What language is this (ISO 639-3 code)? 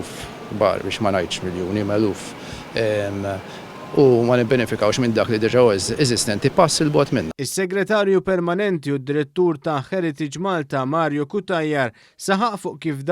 mlt